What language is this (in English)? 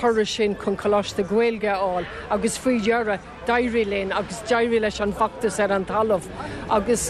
Irish